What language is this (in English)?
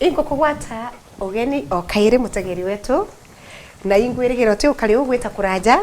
Meru